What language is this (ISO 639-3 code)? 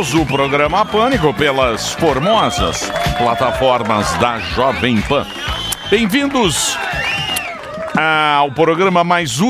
por